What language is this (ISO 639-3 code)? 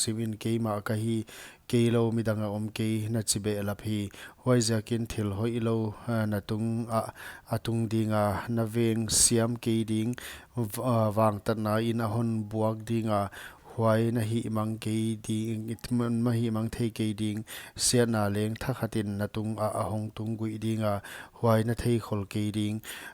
pck